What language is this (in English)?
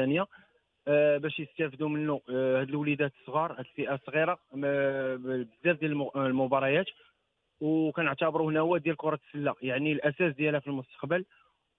Moroccan Arabic